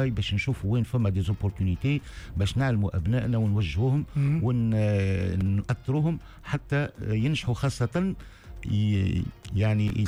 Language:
Tunisian Arabic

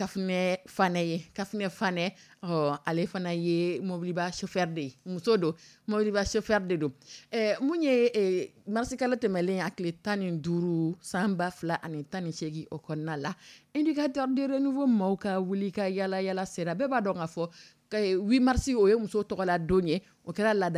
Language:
Dyula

